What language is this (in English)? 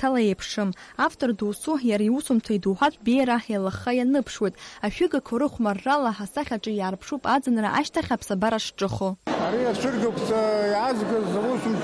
Abkhazian